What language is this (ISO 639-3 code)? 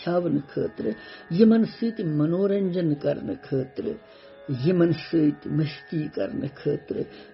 kas